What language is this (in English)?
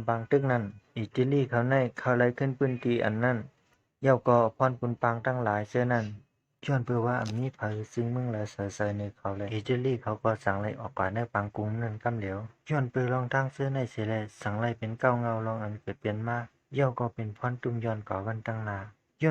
Shan